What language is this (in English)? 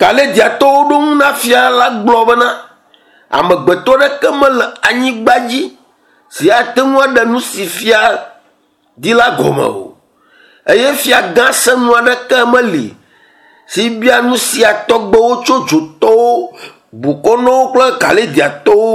Ewe